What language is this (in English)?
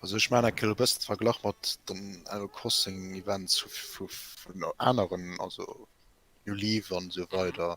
Luxembourgish